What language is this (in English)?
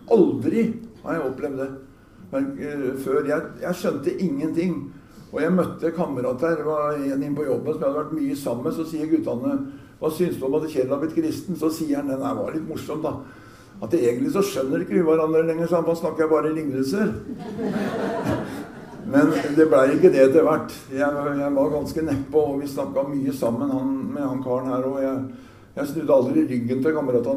Norwegian